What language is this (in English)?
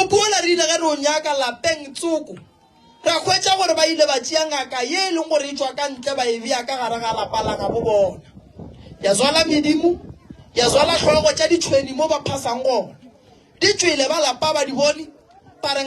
Northern Sotho